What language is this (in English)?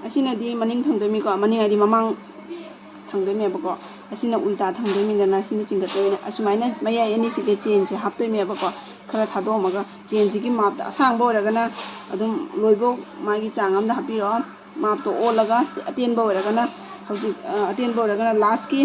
Manipuri